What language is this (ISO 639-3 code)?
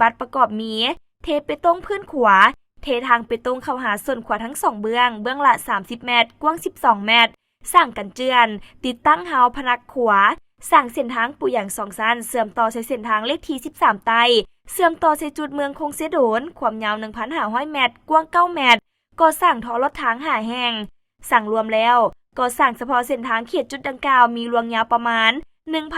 lao